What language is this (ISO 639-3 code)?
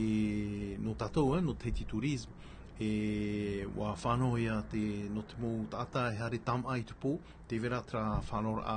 tah